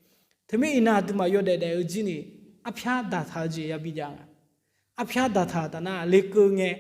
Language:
Akha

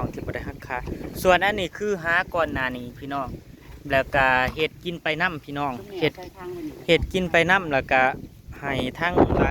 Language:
Northeastern Thai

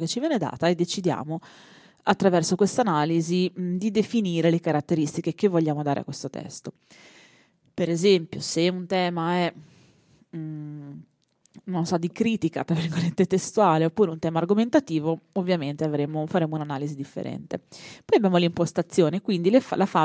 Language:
Italian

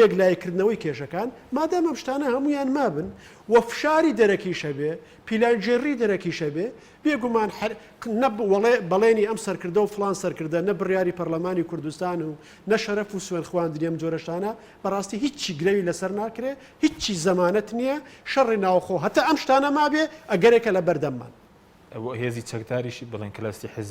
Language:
Central Kurdish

